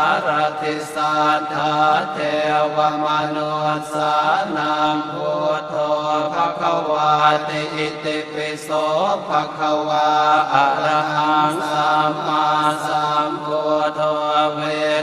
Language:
Pali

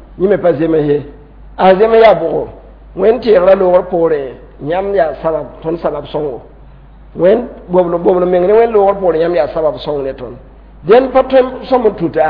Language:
Mossi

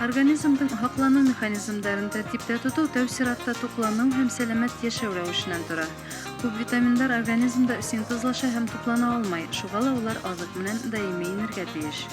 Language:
Bashkir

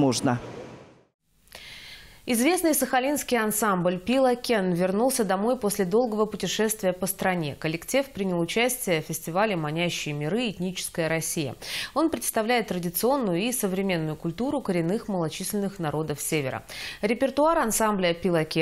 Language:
Russian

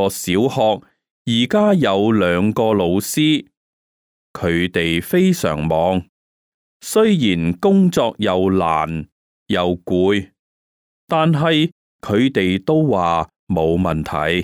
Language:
Cantonese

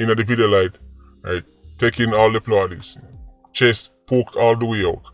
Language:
Jamaican Creole English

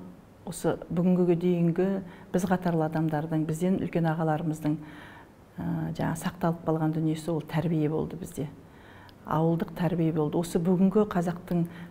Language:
Kazakh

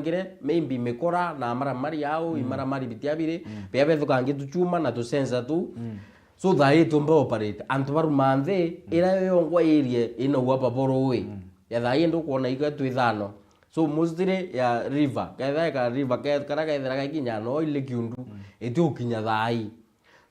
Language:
Meru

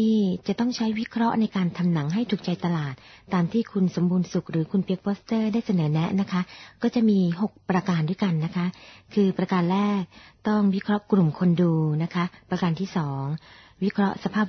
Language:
Thai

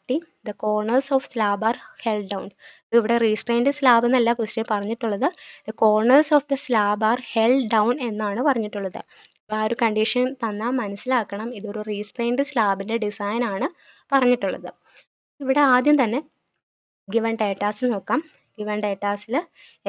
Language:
Malayalam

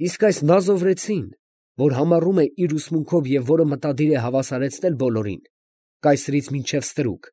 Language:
Armenian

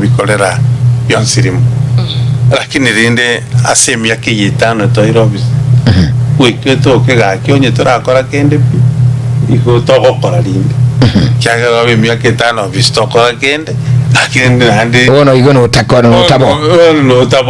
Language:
Gusii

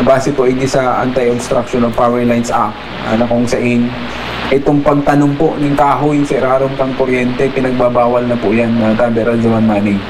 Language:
Bikol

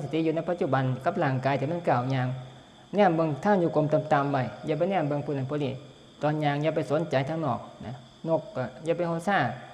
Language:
Northeastern Thai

